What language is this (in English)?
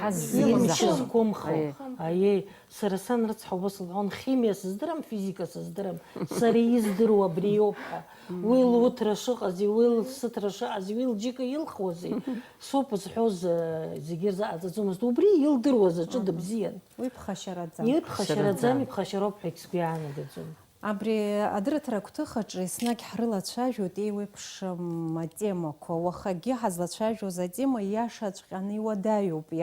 Abkhazian